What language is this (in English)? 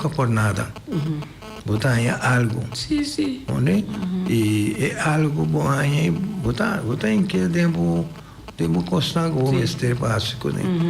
Papiamento